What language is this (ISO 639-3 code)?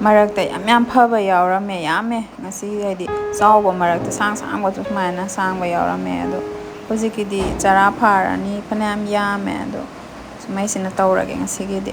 mni